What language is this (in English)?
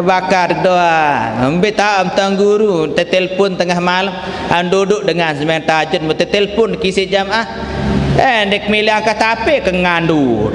Sasak